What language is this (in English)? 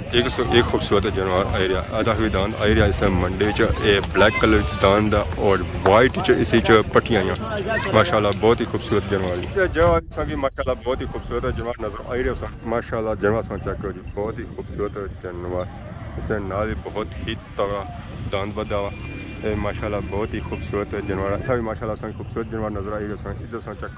Pahari-Potwari